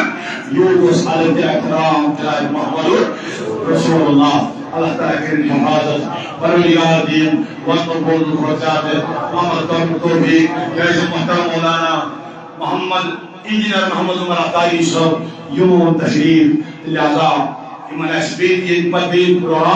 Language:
Kashmiri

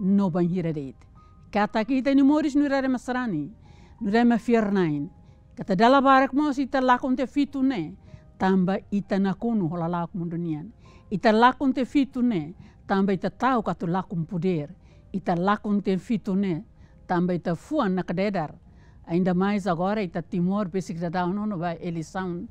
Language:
Tetum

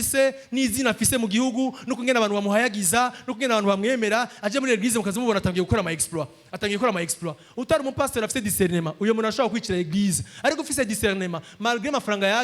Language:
Rundi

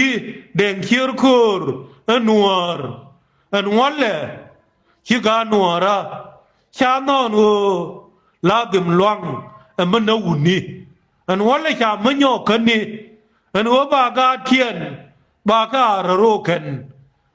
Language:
Nuer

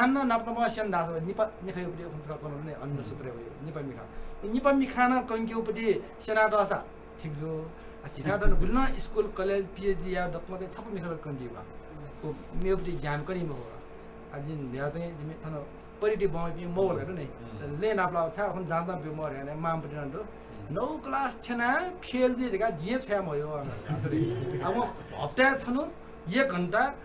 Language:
Newari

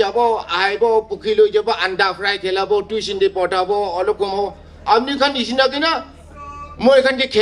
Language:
Naga Pidgin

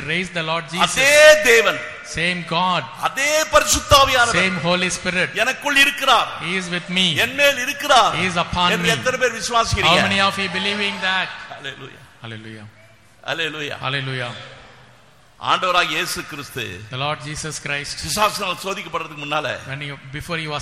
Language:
Tamil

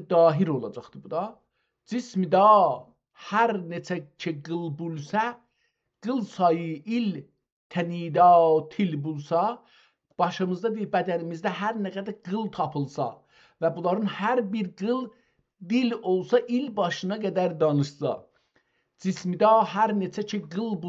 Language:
South Azerbaijani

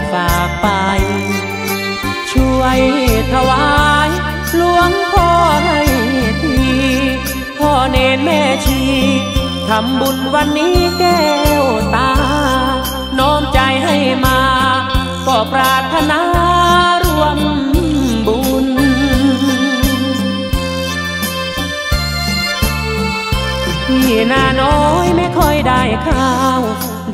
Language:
Thai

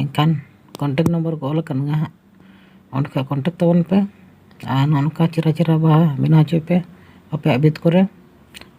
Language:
Santali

